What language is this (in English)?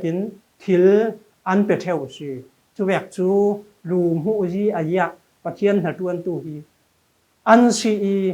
Falam Chin